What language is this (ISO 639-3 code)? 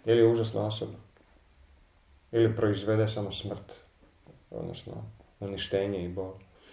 hrv